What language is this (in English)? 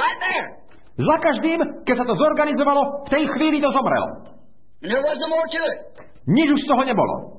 Slovak